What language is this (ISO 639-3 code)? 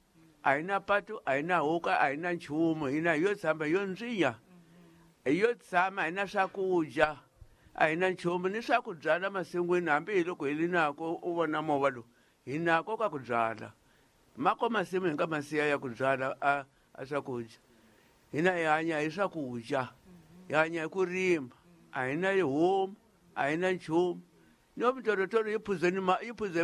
tso